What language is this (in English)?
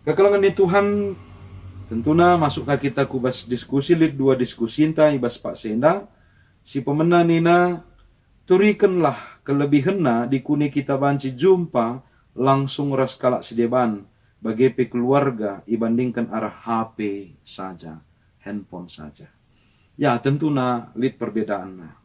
Batak Karo